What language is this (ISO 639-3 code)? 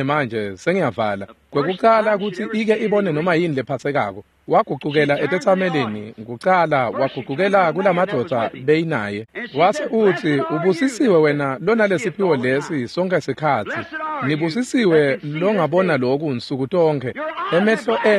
ssw